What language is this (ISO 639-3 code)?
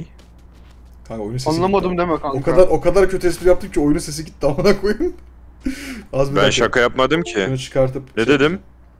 tur